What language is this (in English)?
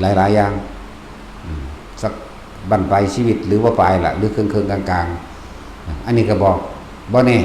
Lao